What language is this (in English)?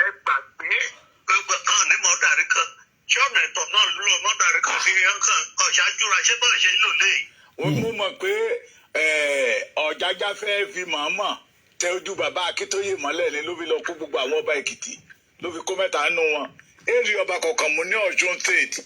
Yoruba